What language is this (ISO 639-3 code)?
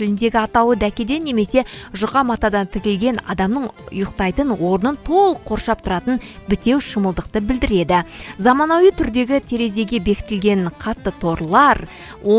kaz